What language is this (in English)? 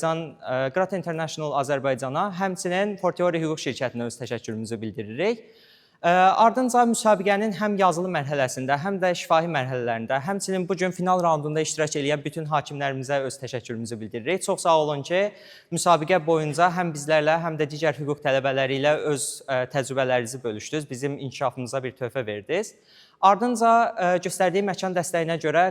Azerbaijani